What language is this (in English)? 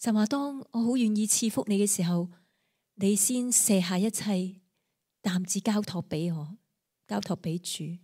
Cantonese